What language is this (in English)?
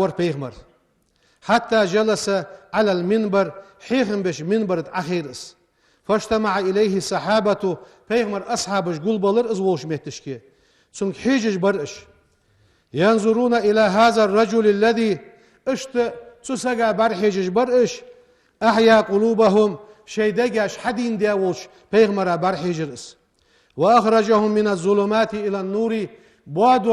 Ingush